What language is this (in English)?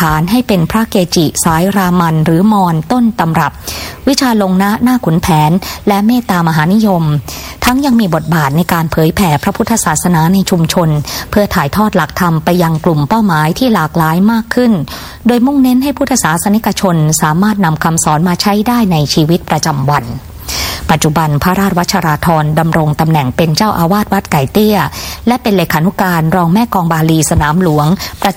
Thai